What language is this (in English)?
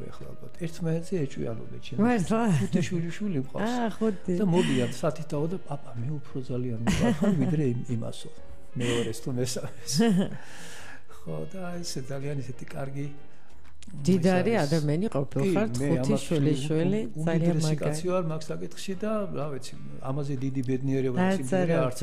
Georgian